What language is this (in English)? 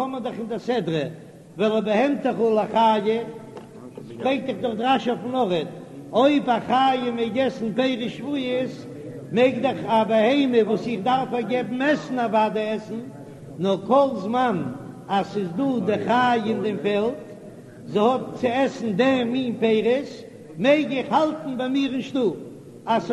Yiddish